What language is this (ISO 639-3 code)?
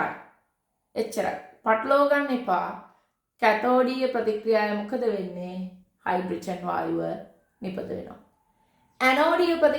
sin